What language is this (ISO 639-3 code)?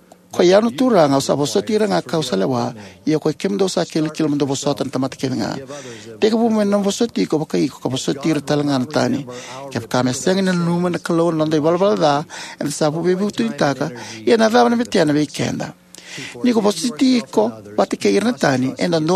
fij